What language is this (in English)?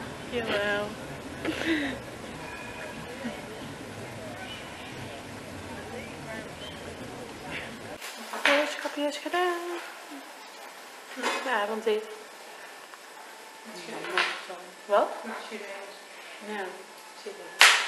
Dutch